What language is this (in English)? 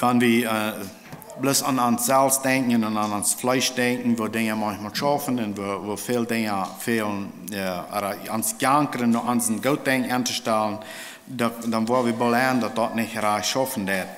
Plautdietsch